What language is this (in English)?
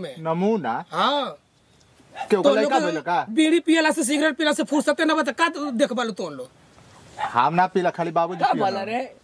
Bhojpuri